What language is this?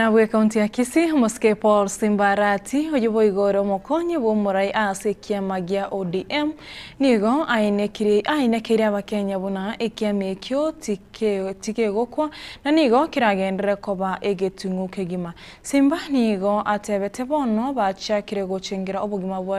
Gusii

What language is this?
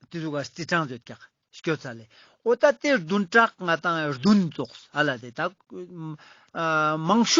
Ladakhi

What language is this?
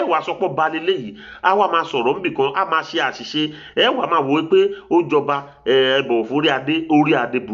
Yoruba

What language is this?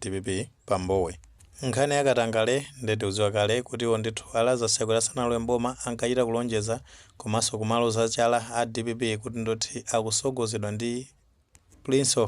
Nyanja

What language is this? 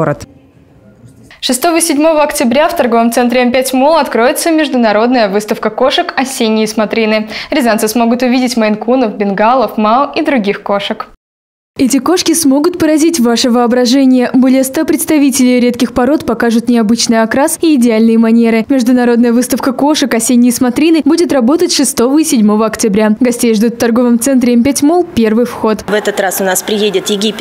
Russian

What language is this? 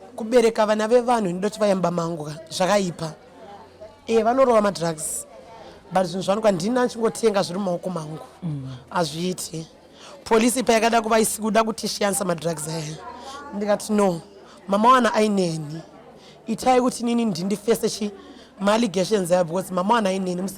Shona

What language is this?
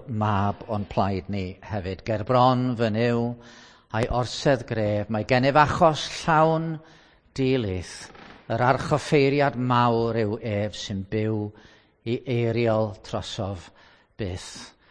Welsh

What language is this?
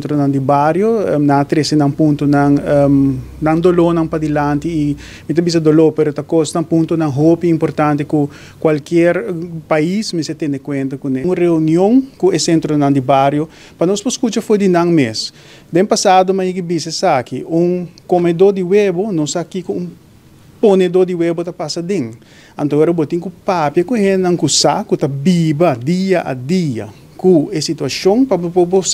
Papiamento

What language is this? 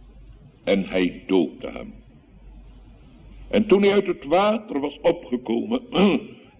Dutch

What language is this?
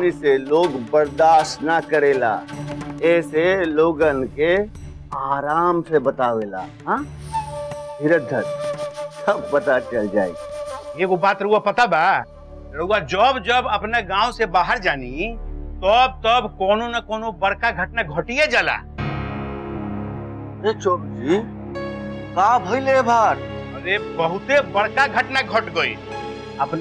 Bhojpuri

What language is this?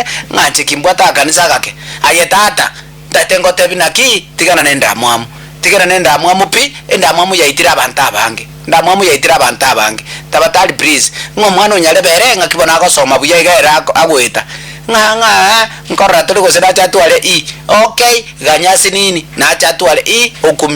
Gusii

